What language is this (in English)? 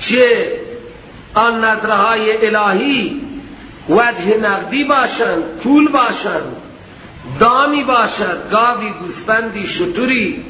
Persian